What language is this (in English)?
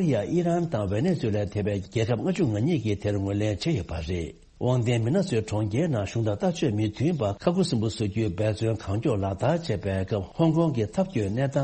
Tibetan